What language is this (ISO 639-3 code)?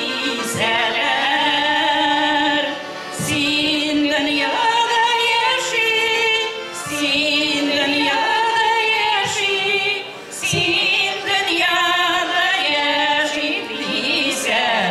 bak